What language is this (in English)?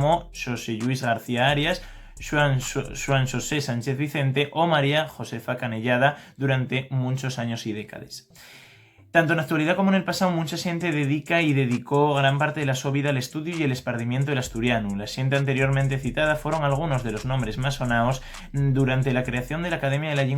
Asturian